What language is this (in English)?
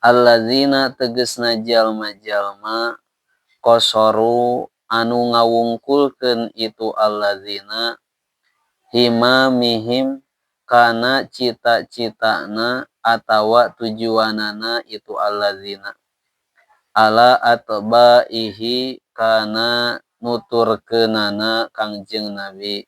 Sundanese